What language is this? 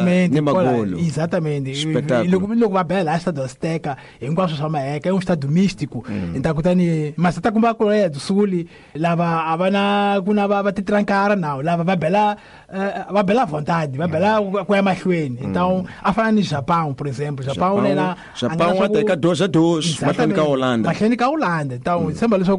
Tsonga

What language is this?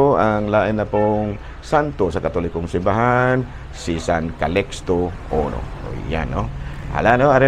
Cebuano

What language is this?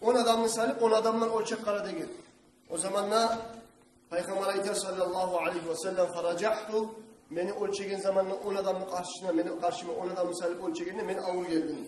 Kumyk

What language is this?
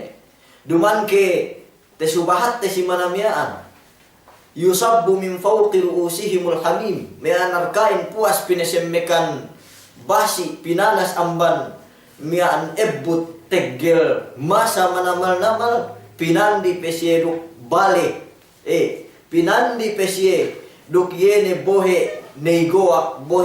Yakan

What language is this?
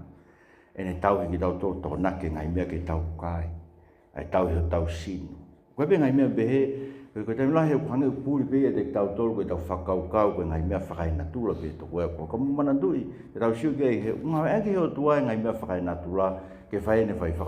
Tongan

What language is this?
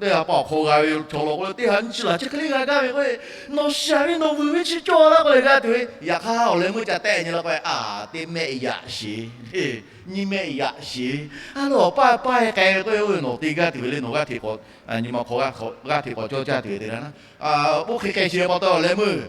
Lahu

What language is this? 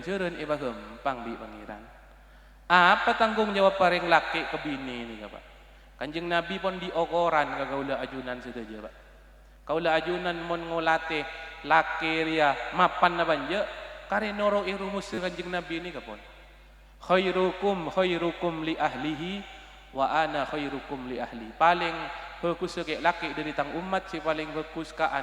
Madurese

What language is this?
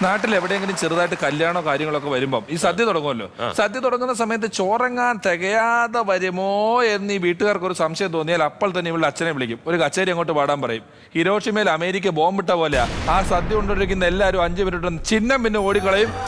Malayalam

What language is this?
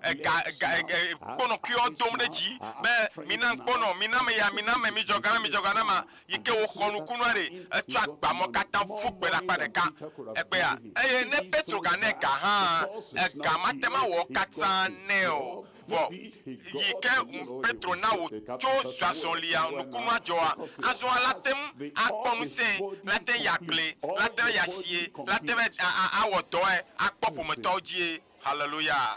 Ewe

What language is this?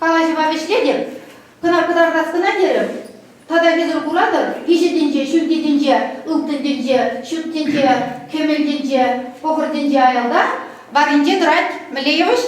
Chuvash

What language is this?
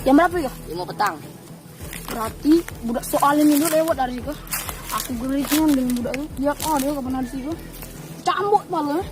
Musi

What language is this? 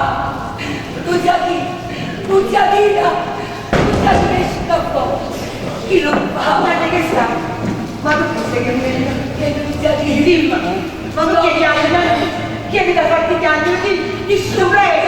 Neapolitan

